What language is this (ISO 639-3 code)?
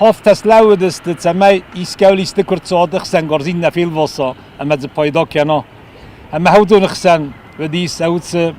oss